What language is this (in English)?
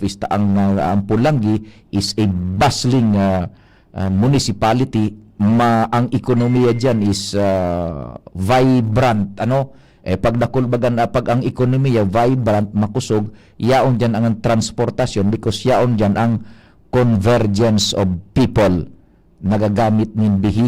Bikol